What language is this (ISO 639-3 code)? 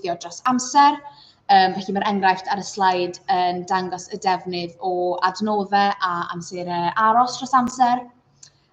cym